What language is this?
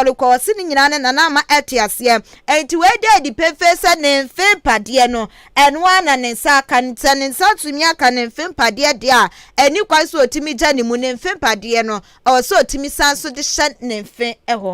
Akan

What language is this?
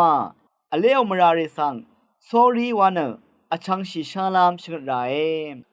Rawang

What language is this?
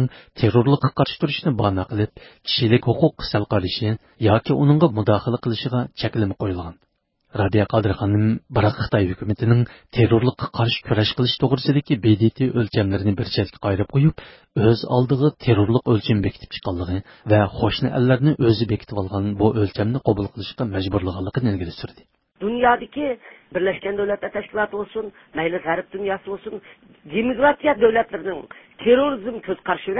Uyghur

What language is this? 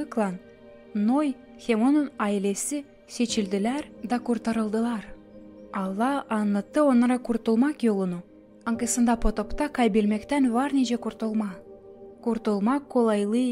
Gagauz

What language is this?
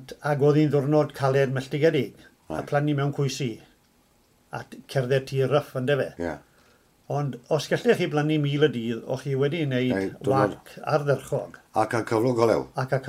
Welsh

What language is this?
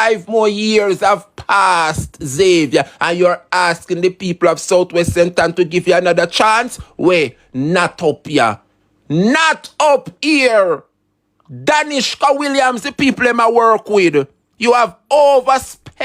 Jamaican Creole English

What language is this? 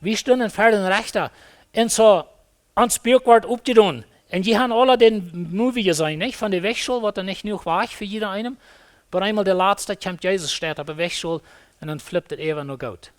Plautdietsch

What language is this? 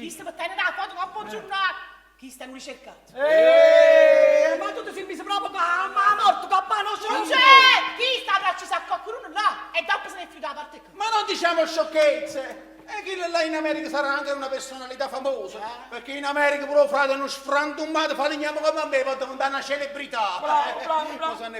Neapolitan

